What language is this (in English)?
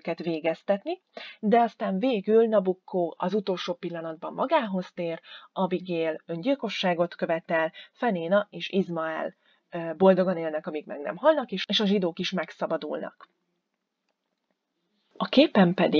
Hungarian